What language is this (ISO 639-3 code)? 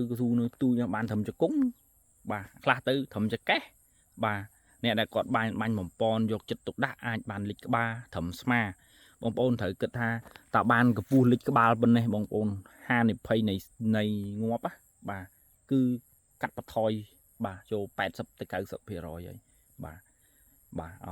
khm